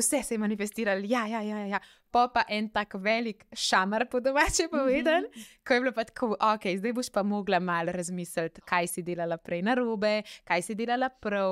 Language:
Slovenian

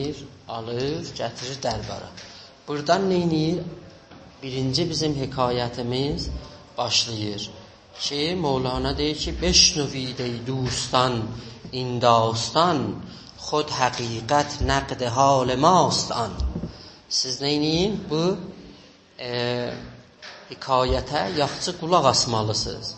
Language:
South Azerbaijani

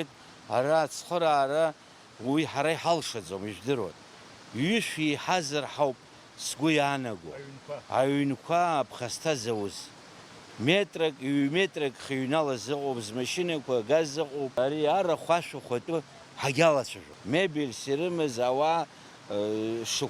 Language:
Abkhazian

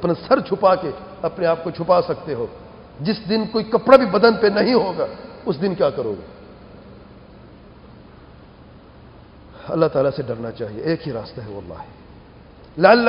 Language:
Urdu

